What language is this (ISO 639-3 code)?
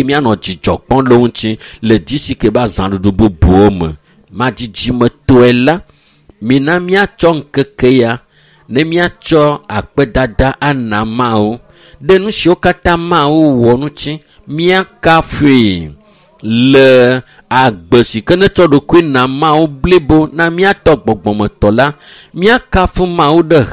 ewe